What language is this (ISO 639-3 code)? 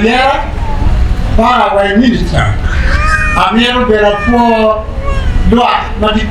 ach